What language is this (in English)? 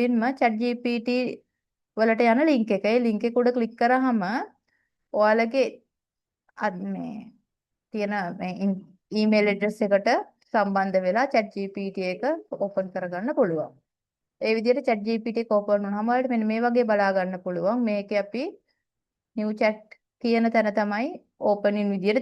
Sinhala